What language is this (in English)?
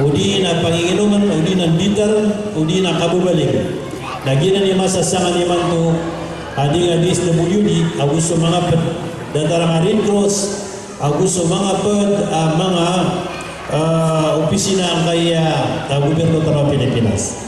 Maranao